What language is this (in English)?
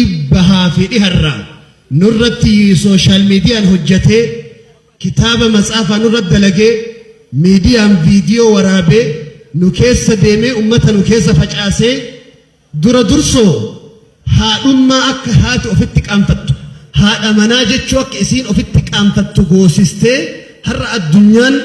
Oromo